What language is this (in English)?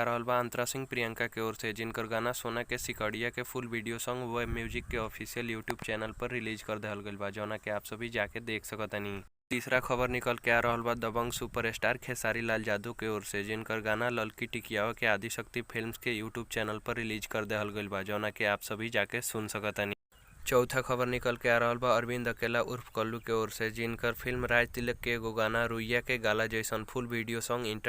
Bhojpuri